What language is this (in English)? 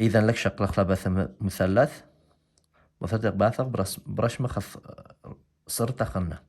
Assyrian Neo-Aramaic